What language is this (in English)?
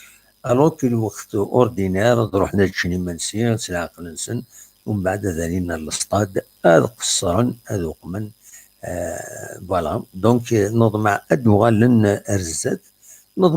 Kabyle